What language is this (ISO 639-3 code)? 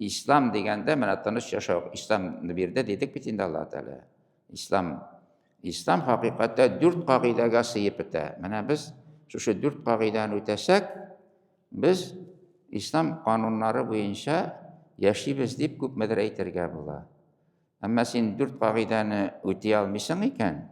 tat